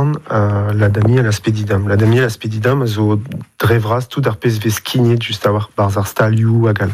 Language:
Breton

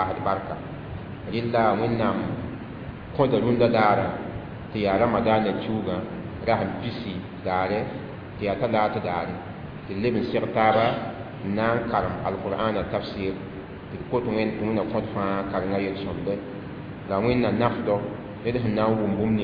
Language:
Mossi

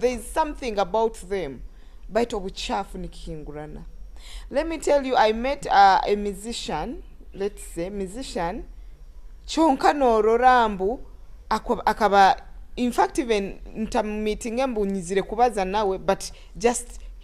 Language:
Nyoro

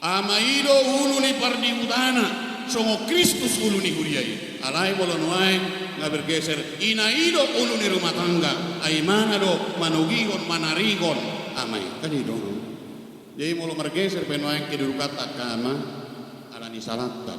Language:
Batak Toba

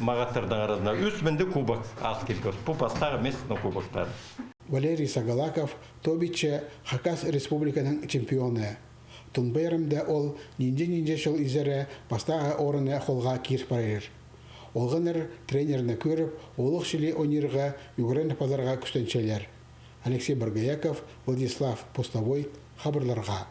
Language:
Khakas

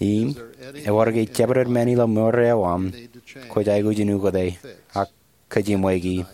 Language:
Marshallese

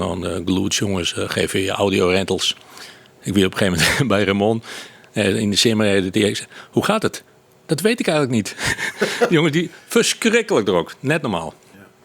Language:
Western Frisian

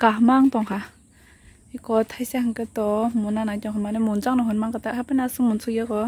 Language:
Kok Borok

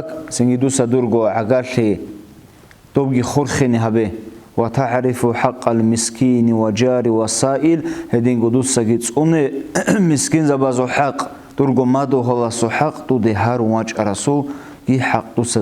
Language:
Avaric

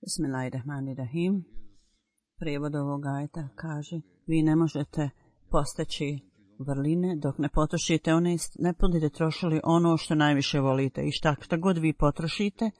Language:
Bosnian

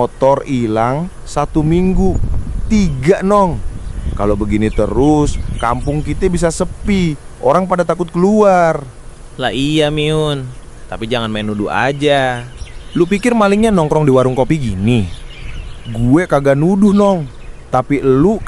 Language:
Betawi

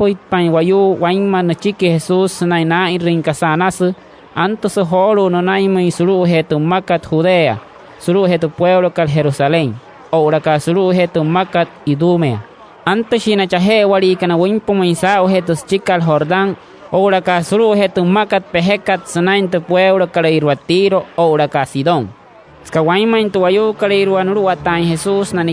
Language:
Wayuu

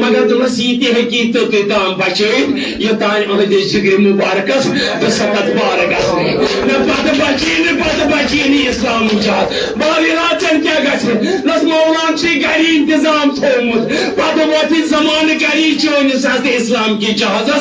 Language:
Kashmiri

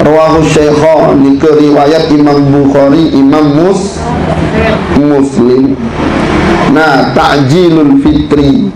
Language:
Sasak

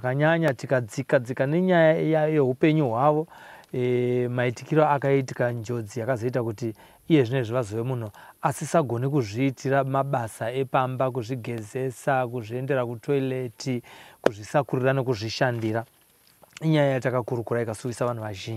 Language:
Shona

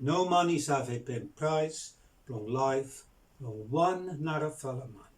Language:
Bislama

